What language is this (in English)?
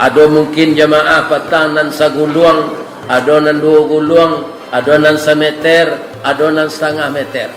Minangkabau